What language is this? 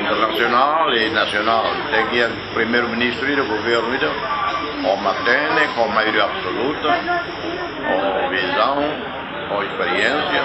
Tetum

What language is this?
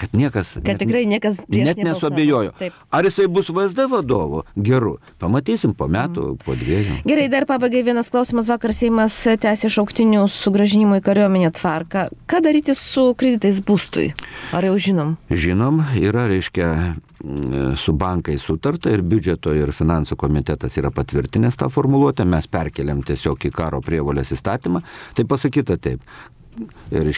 Lithuanian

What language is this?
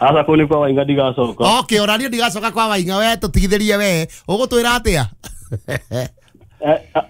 Kikuyu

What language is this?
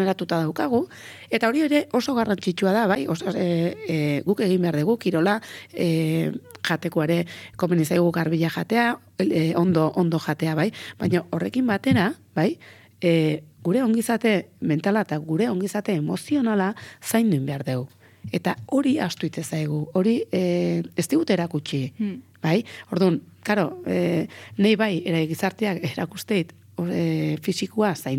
Basque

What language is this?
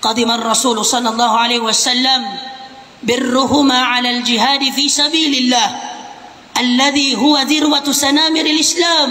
Maranao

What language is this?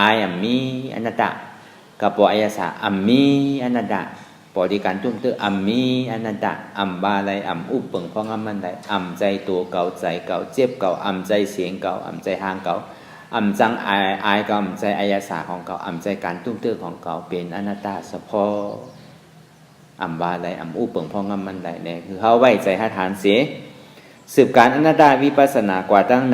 Shan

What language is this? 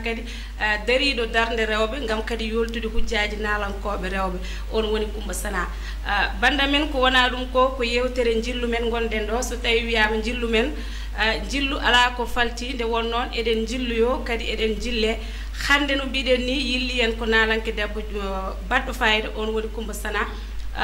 Fula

